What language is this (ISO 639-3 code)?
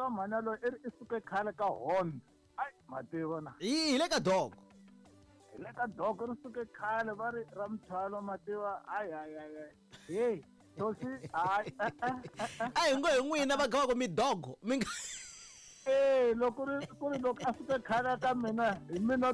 tso